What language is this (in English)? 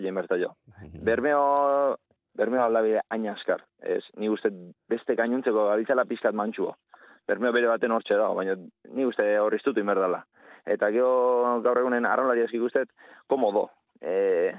Basque